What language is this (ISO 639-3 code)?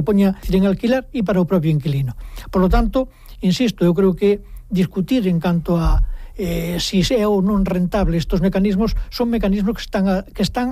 glg